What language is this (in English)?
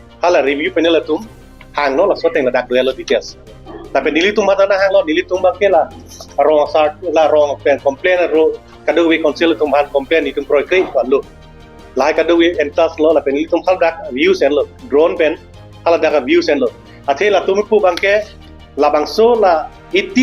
Karbi